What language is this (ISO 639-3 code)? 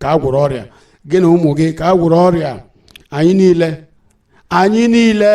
ibo